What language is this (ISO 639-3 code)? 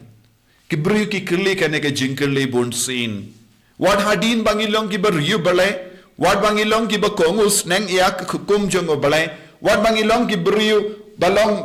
kha